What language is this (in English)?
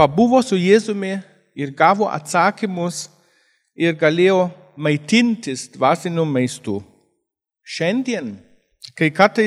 Lithuanian